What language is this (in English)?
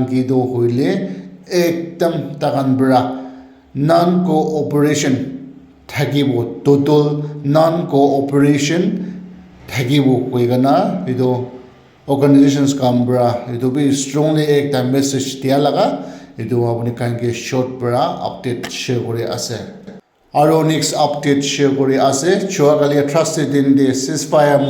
Naga Pidgin